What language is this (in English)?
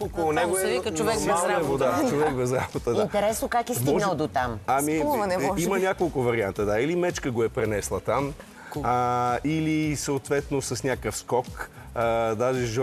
Bulgarian